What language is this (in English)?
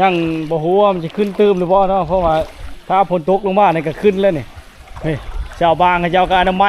Lao